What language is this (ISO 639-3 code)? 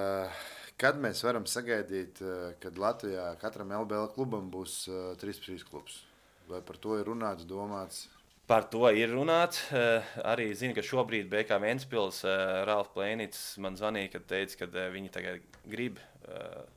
lav